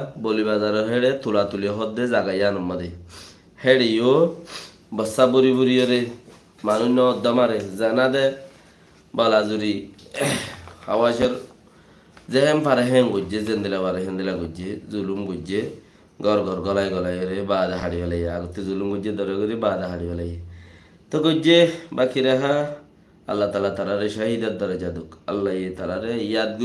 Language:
Rohingya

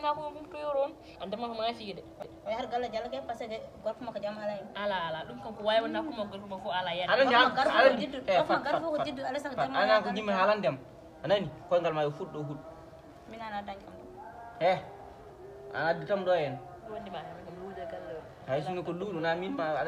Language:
Fula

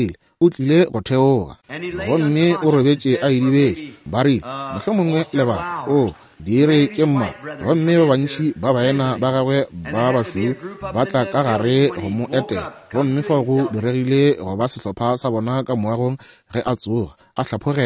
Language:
Northern Sotho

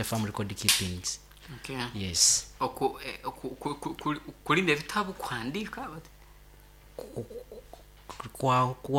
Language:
Nyoro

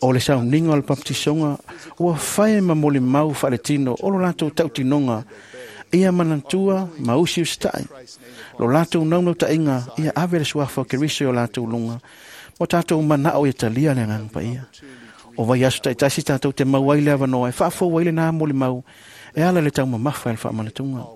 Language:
Samoan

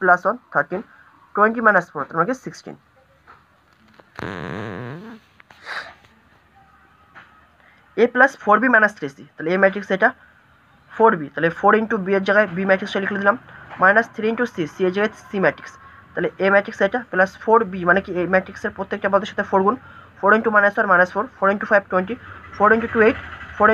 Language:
Bangla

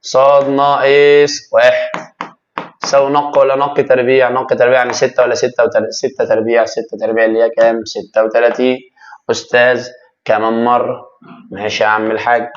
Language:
Egyptian Arabic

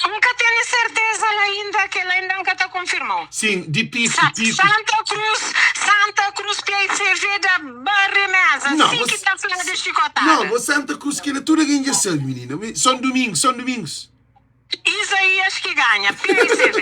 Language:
Kabuverdianu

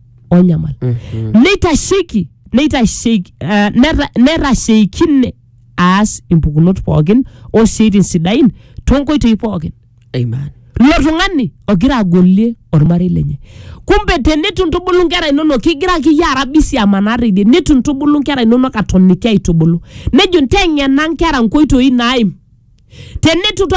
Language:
Masai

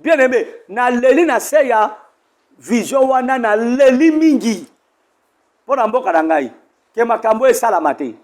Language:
Lingala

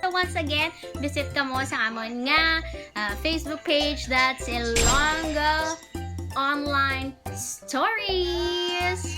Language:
Hiligaynon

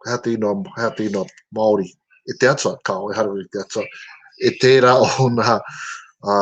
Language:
Māori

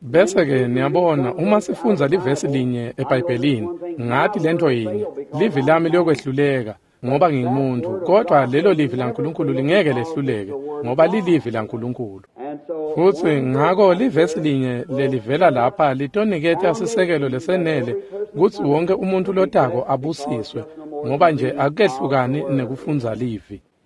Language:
Swati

